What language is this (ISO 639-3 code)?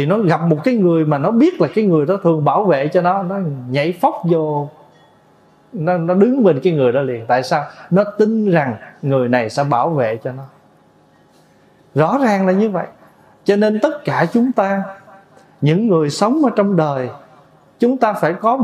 vie